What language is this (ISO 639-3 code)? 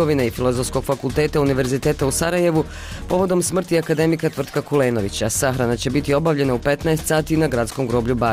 bos